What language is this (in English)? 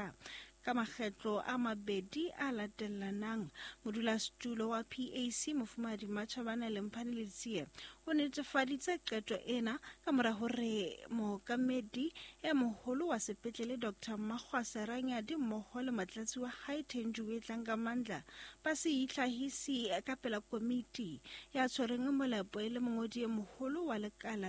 Southern Sotho